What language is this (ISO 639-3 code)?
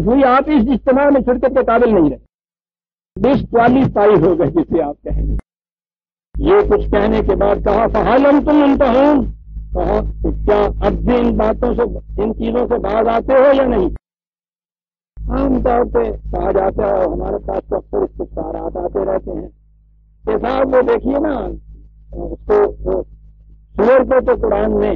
urd